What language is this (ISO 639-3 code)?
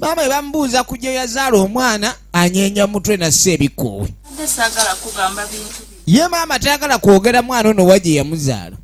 lug